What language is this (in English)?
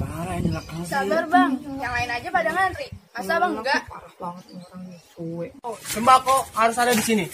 Betawi